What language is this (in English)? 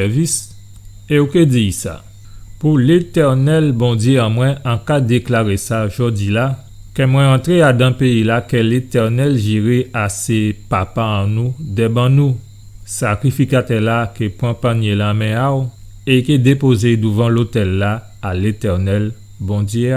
Guadeloupean Creole French